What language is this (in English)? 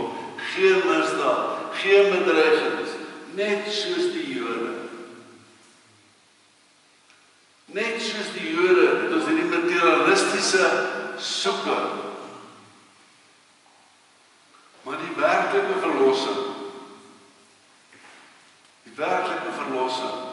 Afrikaans